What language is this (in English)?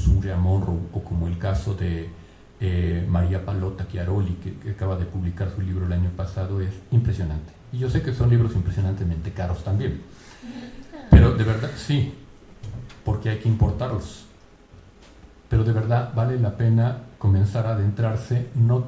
Spanish